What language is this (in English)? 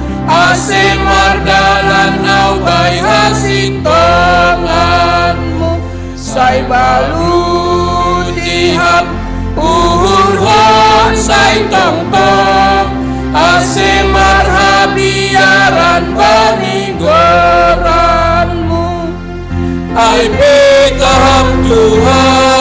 Batak Simalungun